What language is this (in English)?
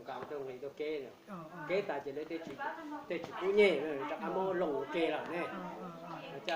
Hmong